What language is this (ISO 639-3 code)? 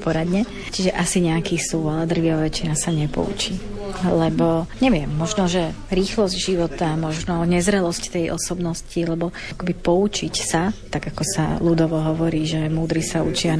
slk